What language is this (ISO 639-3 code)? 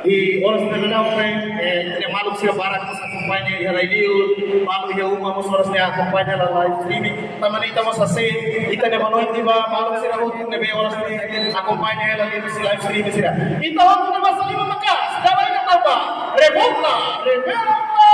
tet